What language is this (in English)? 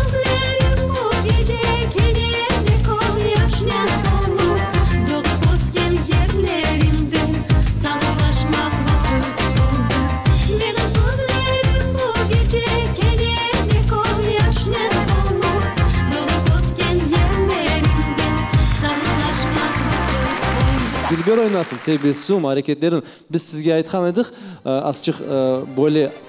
Crimean Tatar